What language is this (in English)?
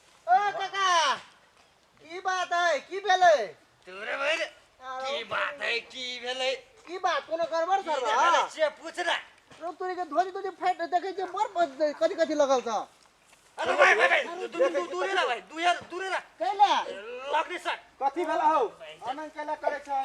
Maithili